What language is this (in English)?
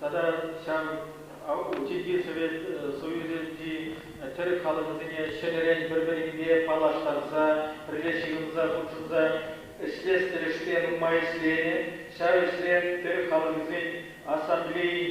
Chuvash